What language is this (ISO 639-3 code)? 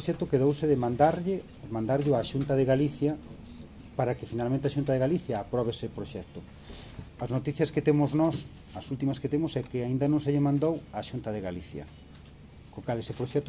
glg